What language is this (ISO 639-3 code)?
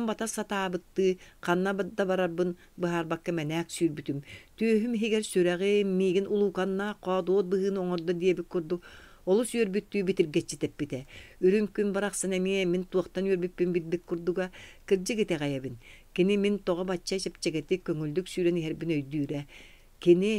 sah